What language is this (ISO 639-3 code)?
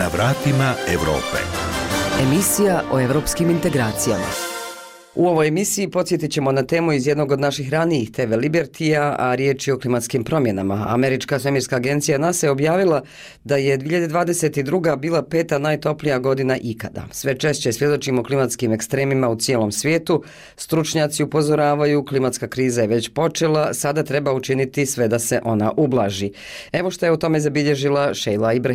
bos